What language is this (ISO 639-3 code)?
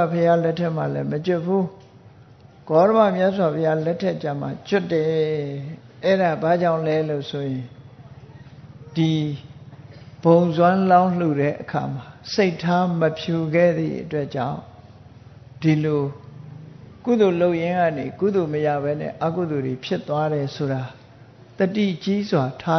mya